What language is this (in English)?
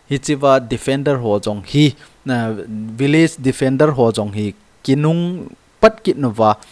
Thado Chin